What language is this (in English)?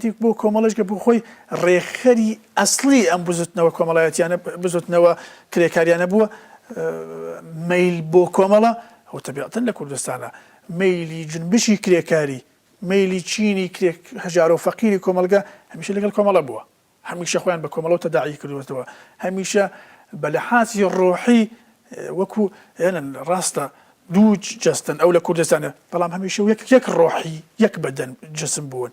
Central Kurdish